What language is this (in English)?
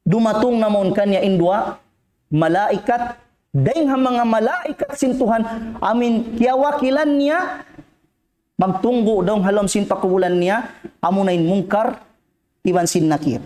Tausug